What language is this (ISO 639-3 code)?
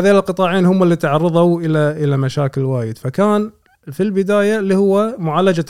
afb